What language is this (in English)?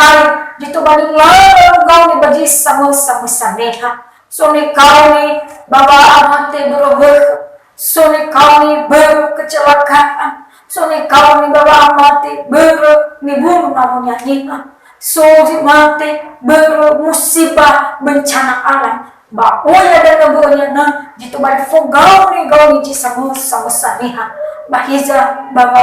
Nias